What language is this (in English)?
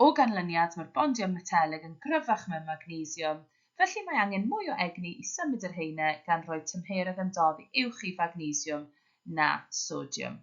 Welsh